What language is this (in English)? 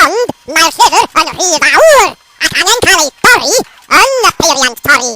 Welsh